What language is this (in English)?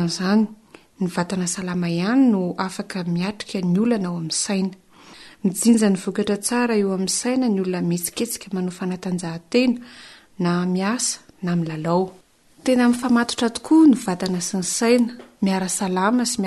Malagasy